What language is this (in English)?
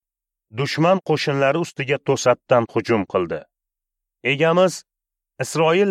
Uzbek